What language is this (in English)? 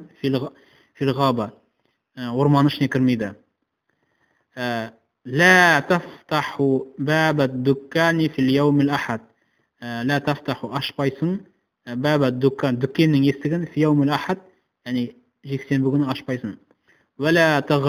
Kazakh